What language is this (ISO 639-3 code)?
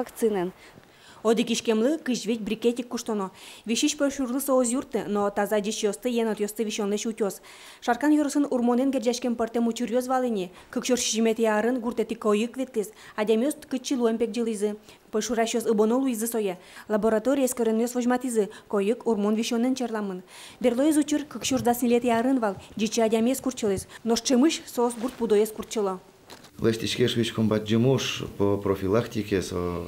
udm